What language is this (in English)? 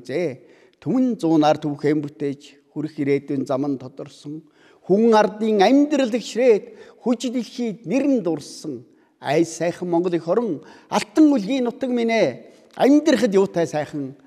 Mongolian